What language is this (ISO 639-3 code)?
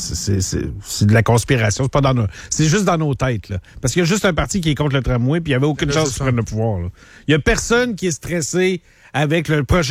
fra